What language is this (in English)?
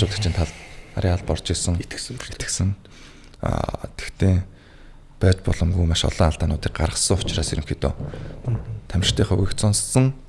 Mongolian